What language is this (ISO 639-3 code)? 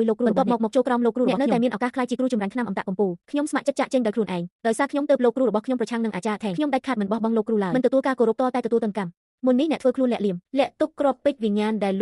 khm